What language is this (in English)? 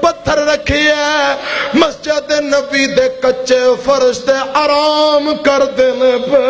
Western Panjabi